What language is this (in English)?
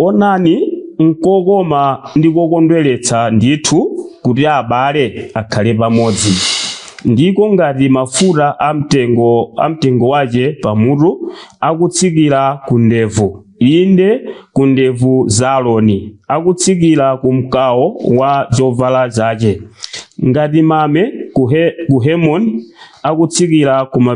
Nyanja